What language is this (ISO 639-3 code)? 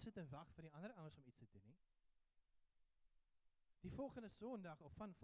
afr